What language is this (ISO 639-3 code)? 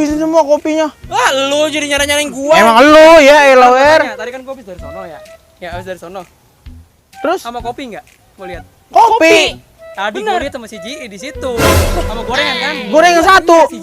bew